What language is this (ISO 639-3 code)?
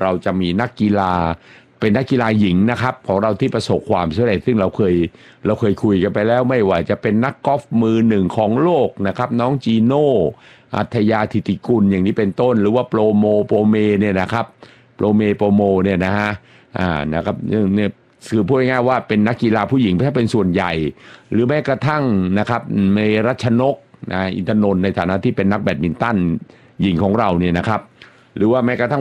tha